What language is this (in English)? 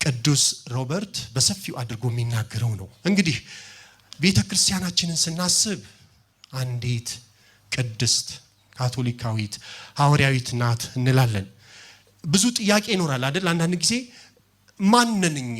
Amharic